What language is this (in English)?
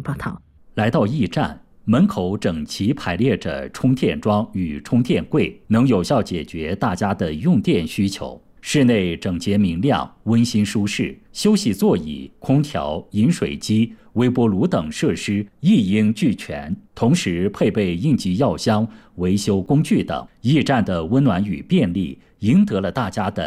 Chinese